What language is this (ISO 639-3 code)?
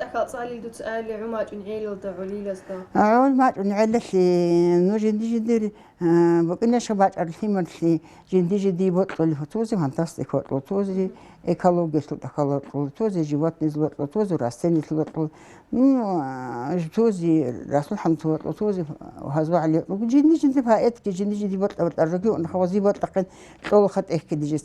ava